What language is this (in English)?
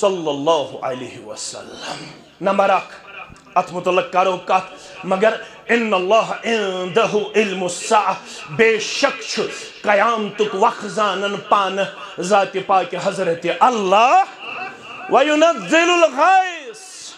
Kashmiri